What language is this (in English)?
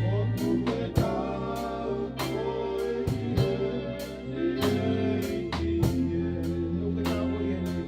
Tongan